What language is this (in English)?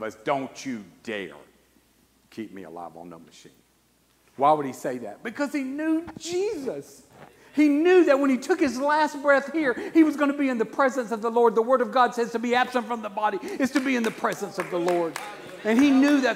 English